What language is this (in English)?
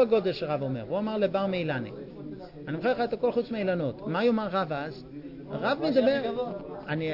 Hebrew